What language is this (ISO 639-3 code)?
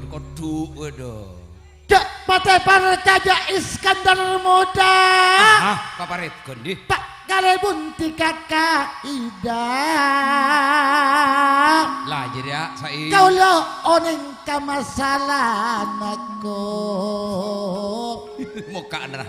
mad